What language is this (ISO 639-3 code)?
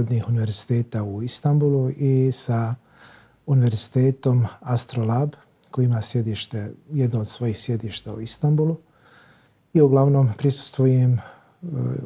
bos